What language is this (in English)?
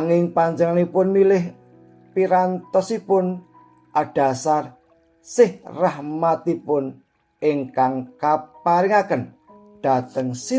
Javanese